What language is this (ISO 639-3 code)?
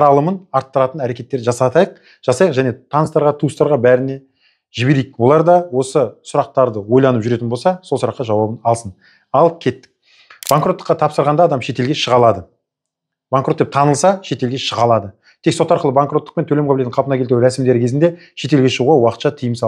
kaz